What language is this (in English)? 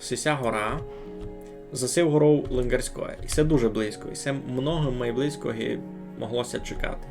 Rusyn